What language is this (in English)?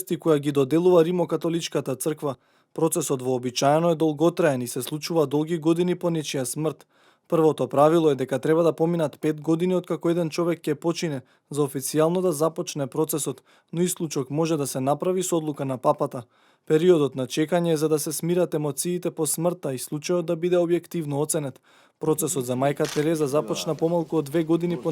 Macedonian